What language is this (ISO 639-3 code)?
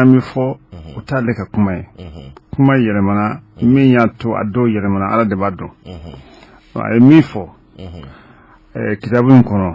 bam